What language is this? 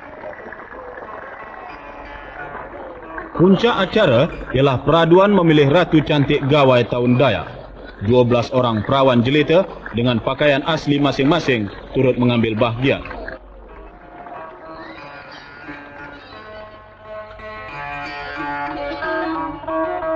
Malay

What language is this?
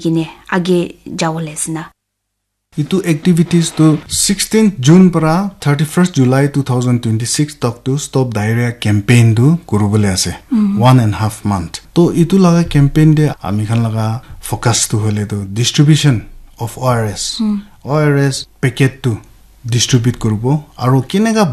Naga Pidgin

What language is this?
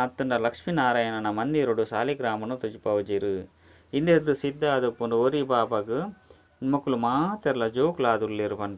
Tulu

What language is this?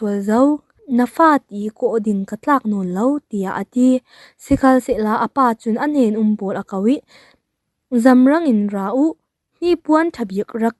Falam Chin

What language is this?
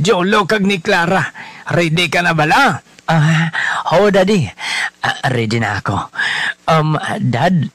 Hiligaynon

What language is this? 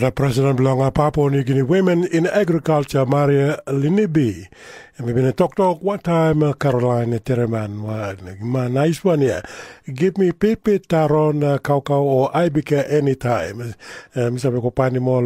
Tok Pisin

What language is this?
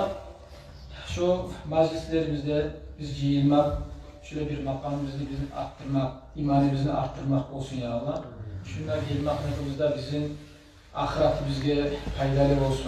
Kumyk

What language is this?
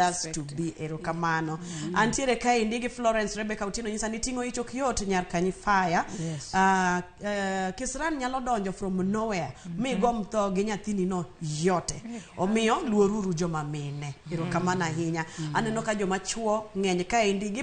Luo (Kenya and Tanzania)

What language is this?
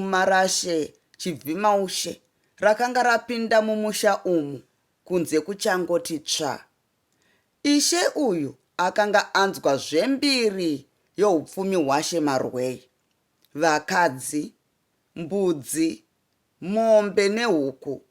Shona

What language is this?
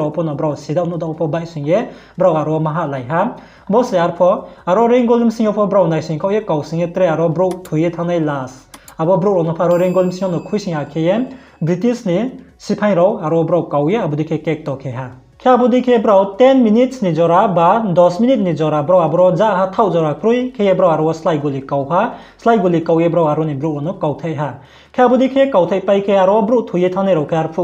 Riang (India)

